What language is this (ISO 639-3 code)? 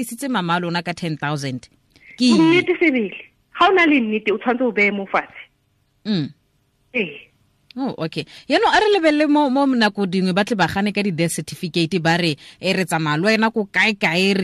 tsn